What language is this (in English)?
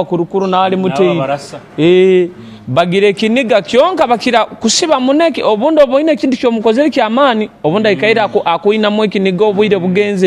Nyoro